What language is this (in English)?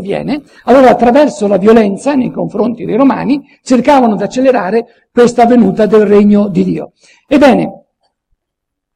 Italian